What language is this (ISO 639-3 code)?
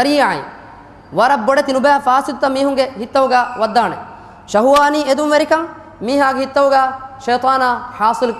div